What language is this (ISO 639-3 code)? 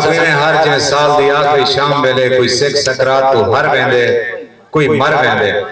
skr